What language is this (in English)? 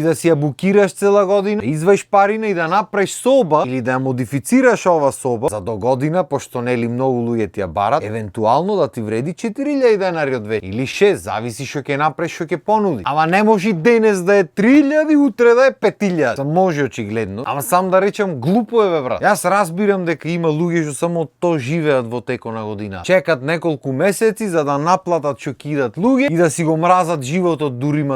Macedonian